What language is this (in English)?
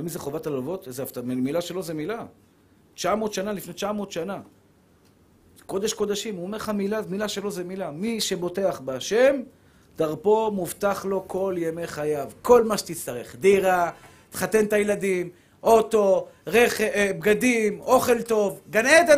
Hebrew